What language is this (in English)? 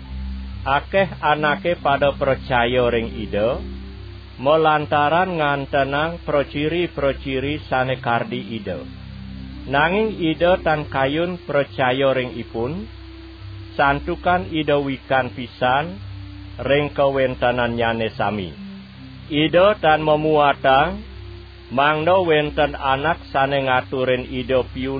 Balinese